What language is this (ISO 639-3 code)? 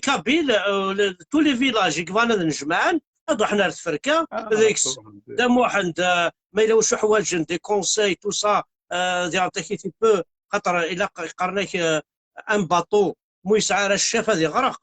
kab